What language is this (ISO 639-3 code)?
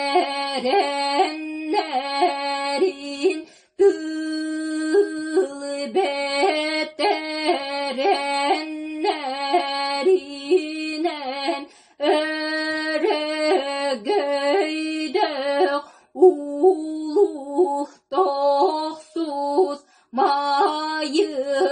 sah